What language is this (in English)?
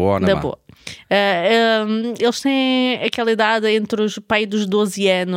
Portuguese